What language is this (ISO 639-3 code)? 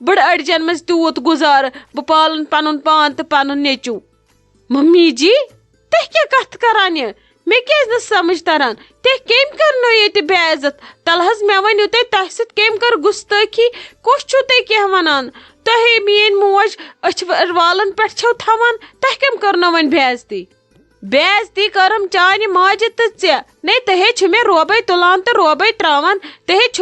kas